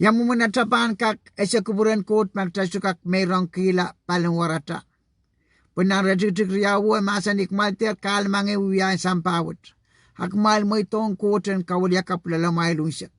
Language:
Pohnpeian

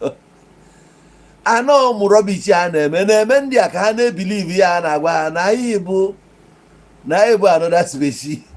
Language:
Igbo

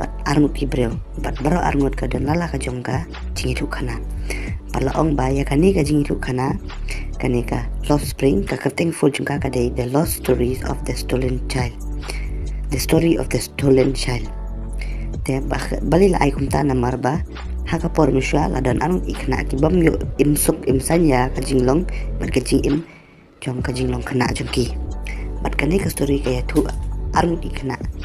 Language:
Khasi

